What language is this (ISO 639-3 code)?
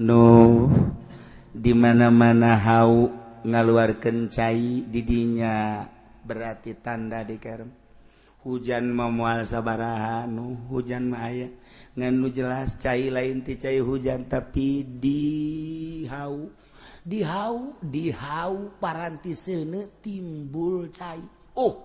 sun